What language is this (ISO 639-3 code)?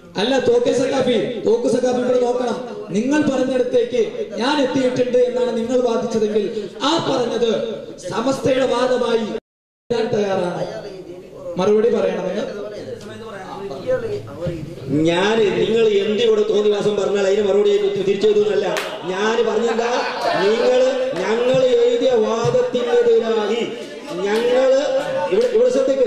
mal